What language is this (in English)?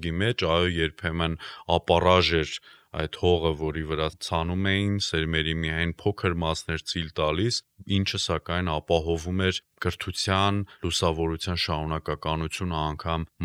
Armenian